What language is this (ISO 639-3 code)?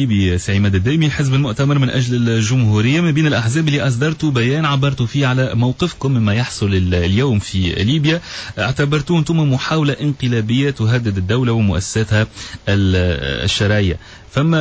aeb